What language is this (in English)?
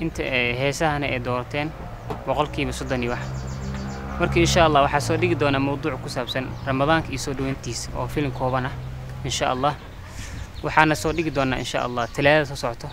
Somali